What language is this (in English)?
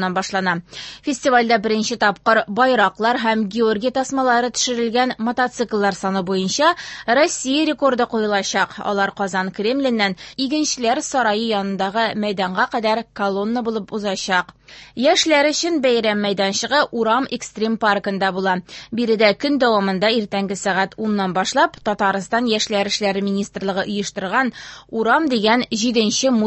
Tatar